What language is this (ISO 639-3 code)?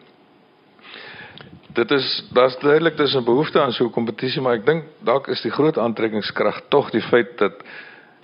afr